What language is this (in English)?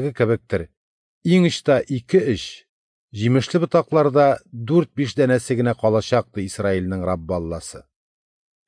Tatar